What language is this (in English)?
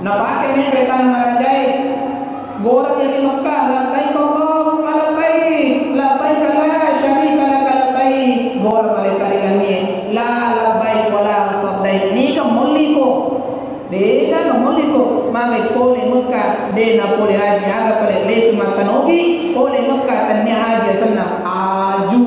Buginese